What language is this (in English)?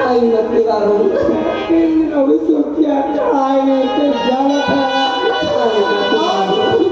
Chhattisgarhi